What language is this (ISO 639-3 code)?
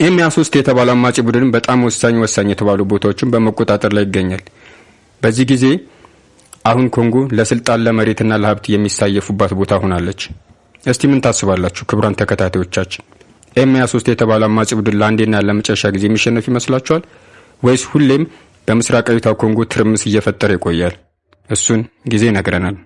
amh